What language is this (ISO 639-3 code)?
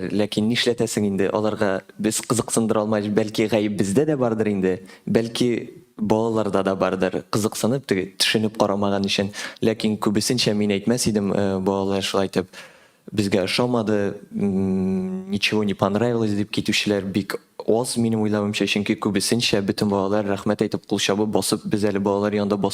tat